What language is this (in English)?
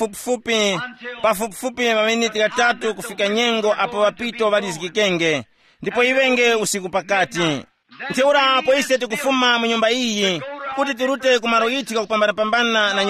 Tumbuka